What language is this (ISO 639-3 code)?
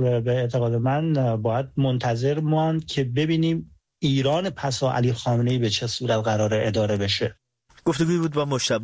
fas